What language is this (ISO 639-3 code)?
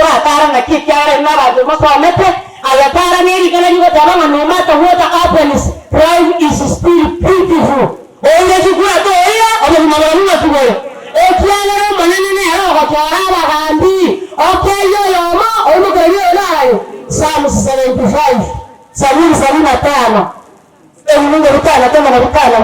guz